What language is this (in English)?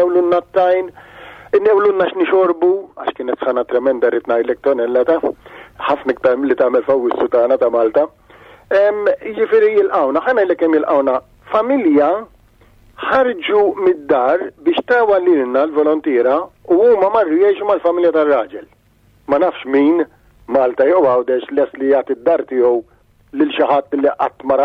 Maltese